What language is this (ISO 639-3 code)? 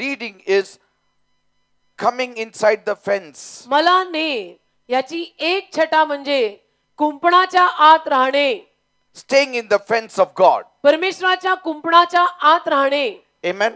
mar